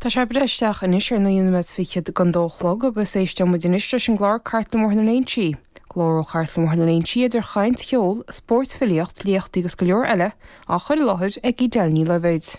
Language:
Irish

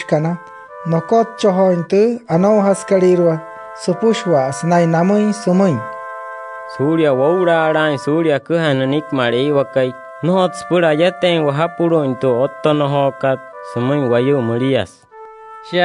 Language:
Wayuu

